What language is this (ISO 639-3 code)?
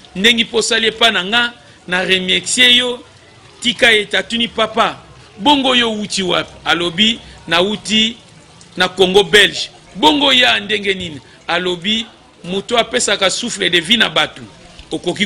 lin